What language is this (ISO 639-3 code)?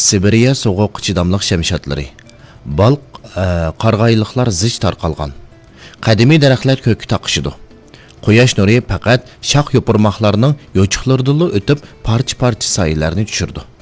uig